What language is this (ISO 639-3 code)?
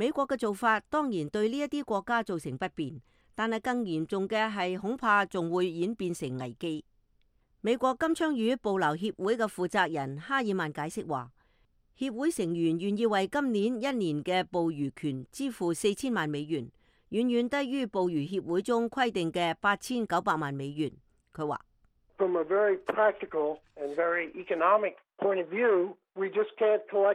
yue